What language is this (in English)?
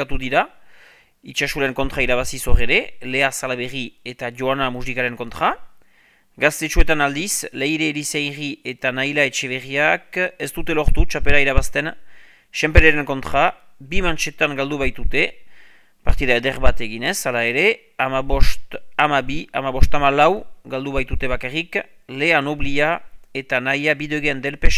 Basque